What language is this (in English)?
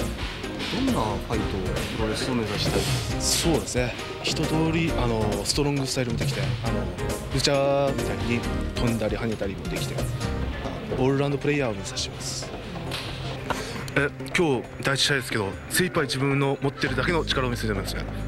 Japanese